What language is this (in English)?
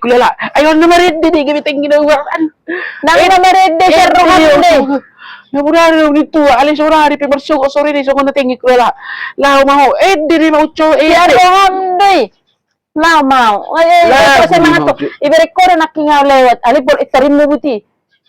Batak Toba